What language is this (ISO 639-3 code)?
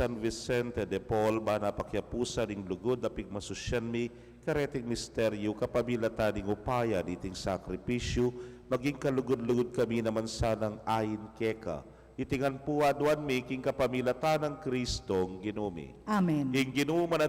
pam